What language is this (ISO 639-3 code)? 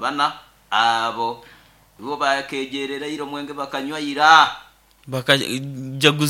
nyo